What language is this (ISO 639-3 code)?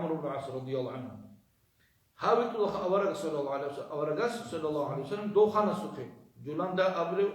ava